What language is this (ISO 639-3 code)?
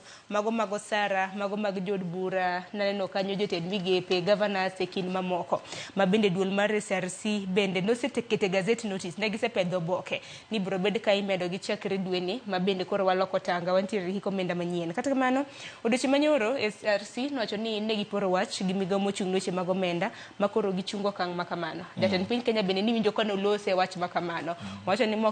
luo